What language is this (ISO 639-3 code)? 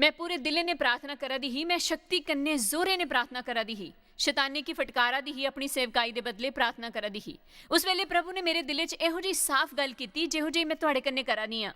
doi